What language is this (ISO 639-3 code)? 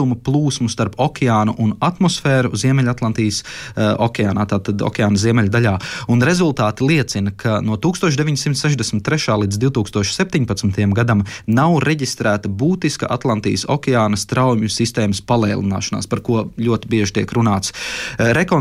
lav